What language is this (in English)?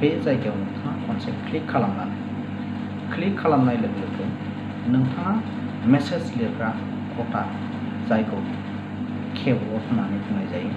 Bodo